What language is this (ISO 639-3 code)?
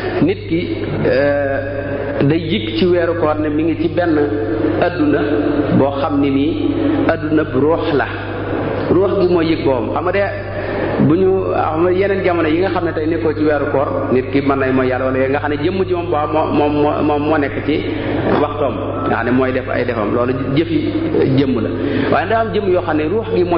wol